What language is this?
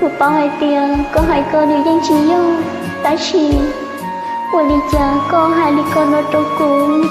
Hmong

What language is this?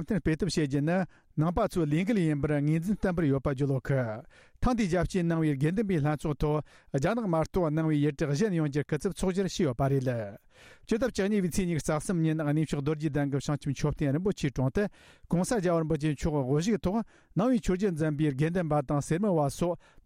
Tibetan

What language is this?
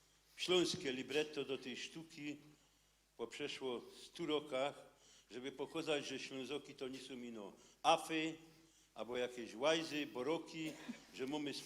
Silesian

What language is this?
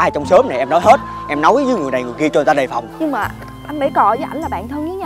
Vietnamese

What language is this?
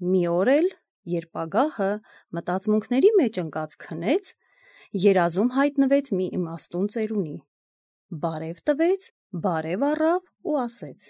Armenian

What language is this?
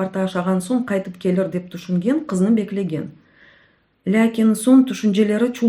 Crimean Tatar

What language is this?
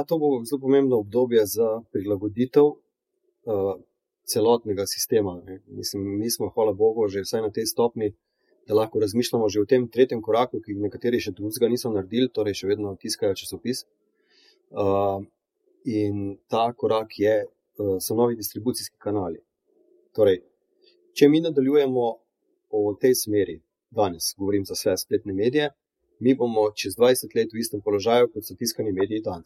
Slovenian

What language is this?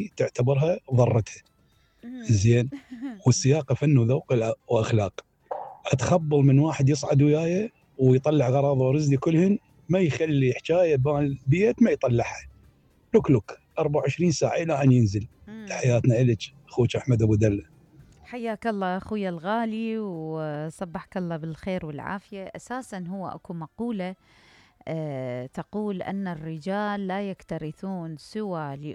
Mesopotamian Arabic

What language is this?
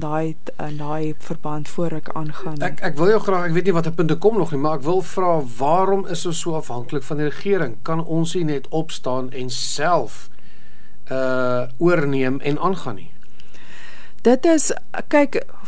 Afrikaans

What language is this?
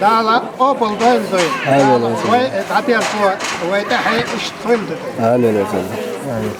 Chechen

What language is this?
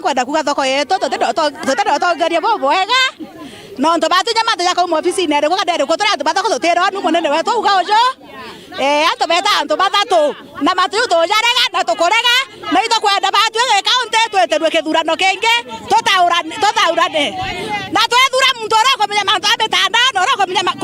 Meru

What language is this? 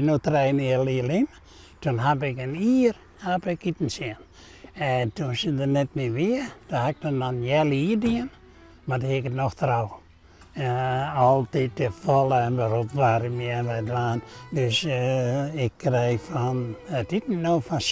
Western Frisian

